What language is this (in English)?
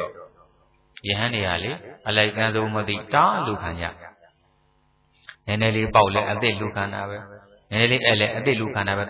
Burmese